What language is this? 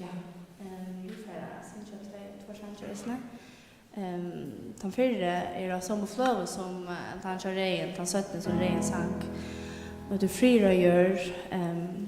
Faroese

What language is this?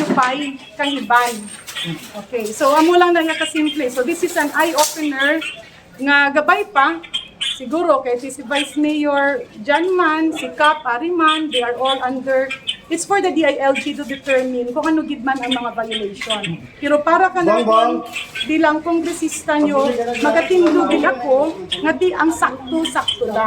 Hiligaynon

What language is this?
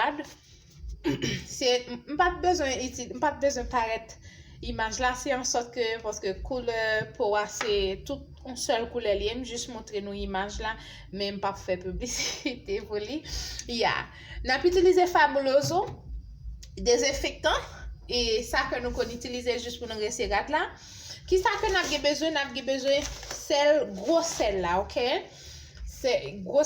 Haitian Creole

